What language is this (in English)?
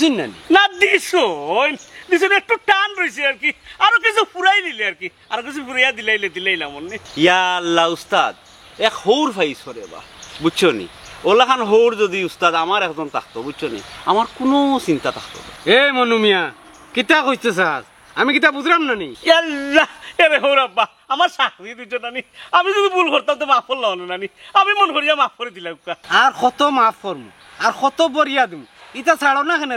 Sylheti